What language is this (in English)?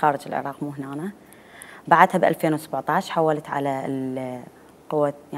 Mesopotamian Arabic